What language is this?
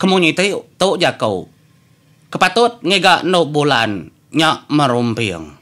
Iban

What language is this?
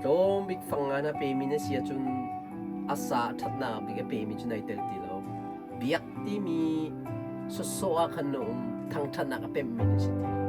Hakha Chin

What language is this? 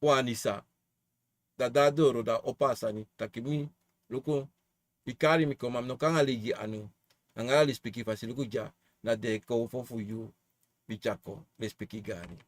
Sranan Tongo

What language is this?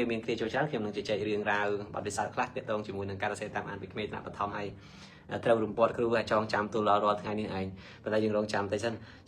Khmer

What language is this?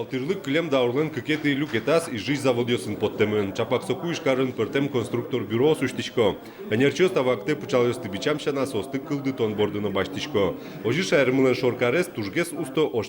Udmurt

